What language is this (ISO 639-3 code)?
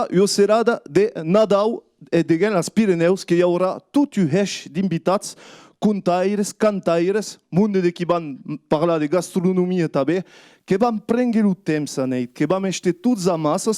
oci